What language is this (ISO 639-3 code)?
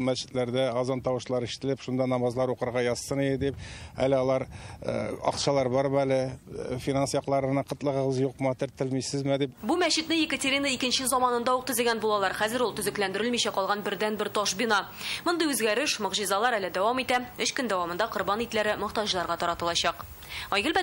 tat